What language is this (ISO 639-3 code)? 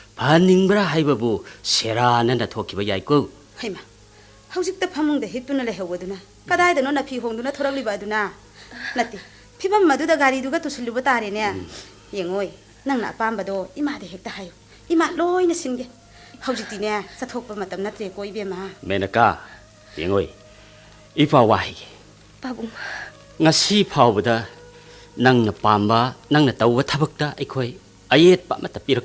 mni